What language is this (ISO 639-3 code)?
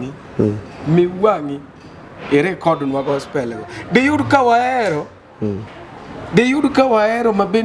luo